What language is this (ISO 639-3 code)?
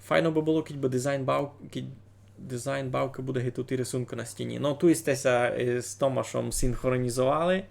rue